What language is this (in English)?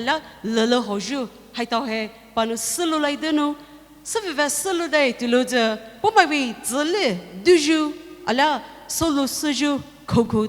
Poumei Naga